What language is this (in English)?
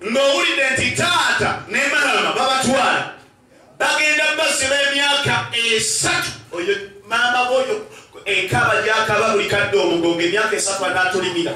Ganda